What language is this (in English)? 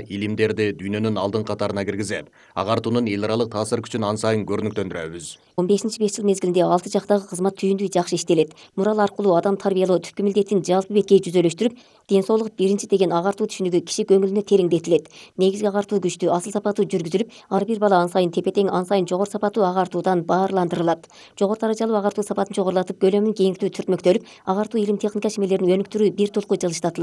Kyrgyz